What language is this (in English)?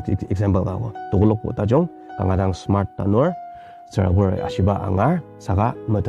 Ao Naga